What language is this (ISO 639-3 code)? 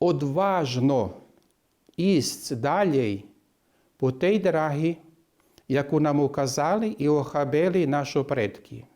rue